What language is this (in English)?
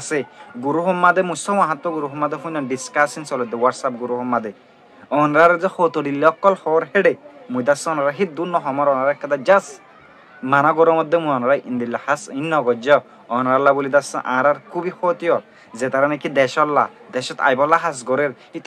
Rohingya